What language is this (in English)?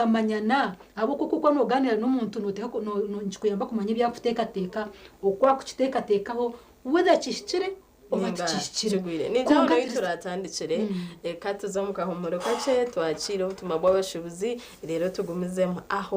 Nyankole